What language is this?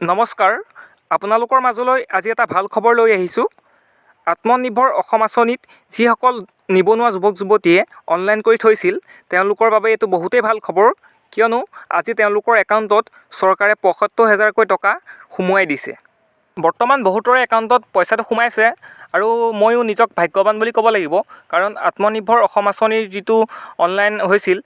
Assamese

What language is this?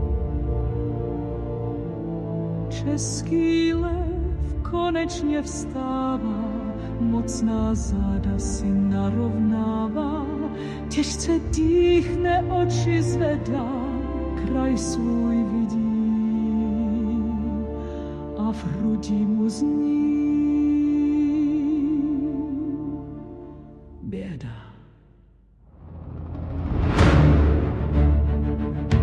Czech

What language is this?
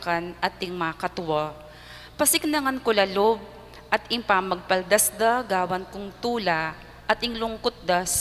Pampanga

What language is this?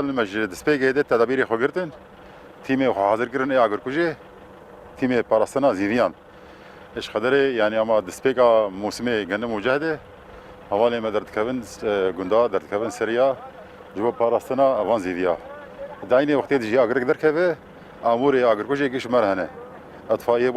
Kurdish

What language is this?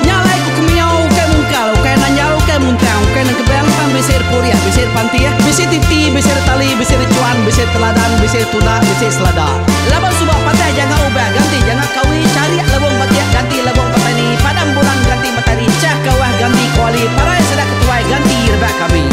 Iban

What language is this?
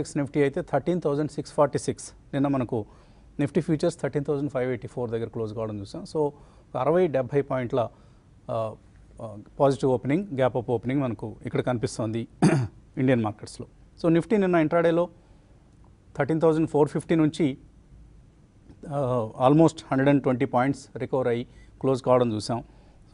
Telugu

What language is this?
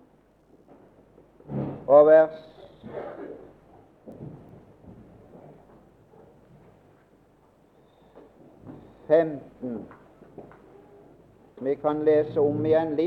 Norwegian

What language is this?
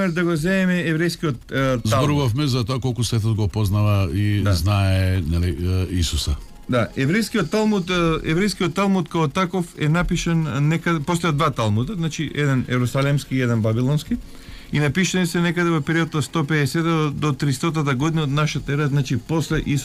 Macedonian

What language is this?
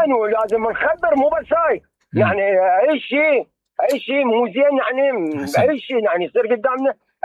Mesopotamian Arabic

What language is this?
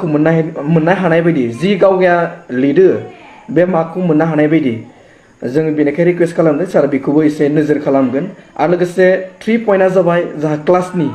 Bodo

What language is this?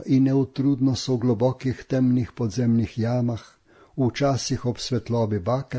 Slovenian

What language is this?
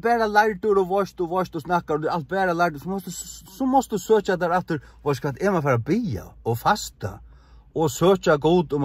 Faroese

